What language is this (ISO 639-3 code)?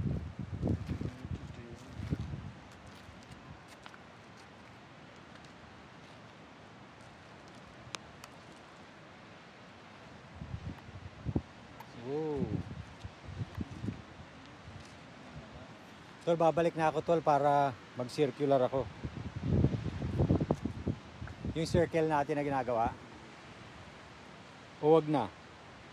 fil